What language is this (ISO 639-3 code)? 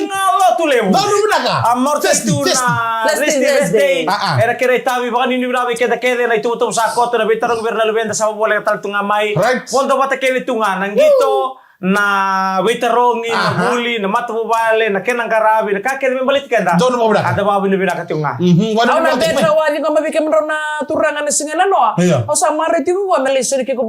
fij